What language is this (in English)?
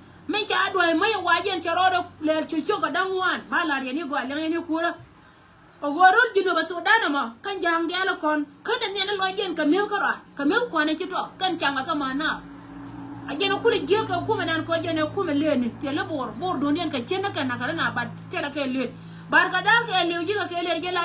Nuer